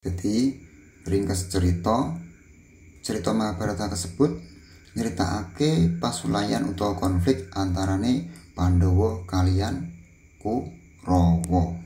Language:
Javanese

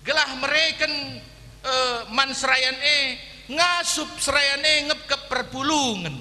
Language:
Batak Karo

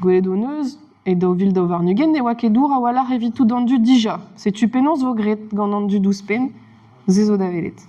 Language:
Breton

